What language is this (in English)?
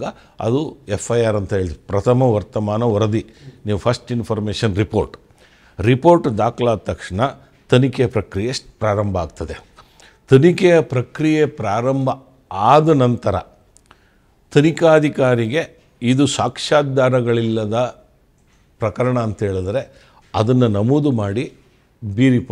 Kannada